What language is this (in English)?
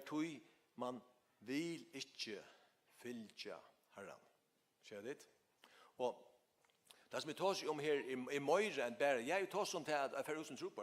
Faroese